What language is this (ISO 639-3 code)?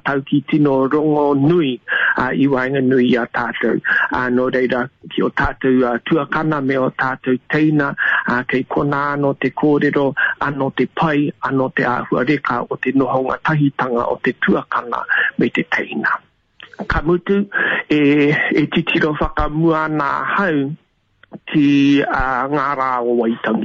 mri